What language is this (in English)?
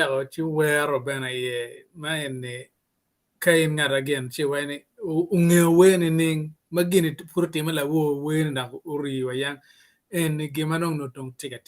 Acoli